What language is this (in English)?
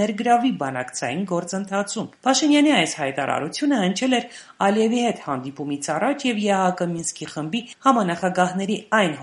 Armenian